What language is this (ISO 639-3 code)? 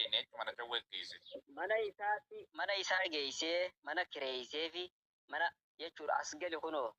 orm